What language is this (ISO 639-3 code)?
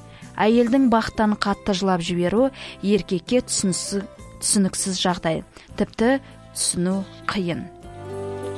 kaz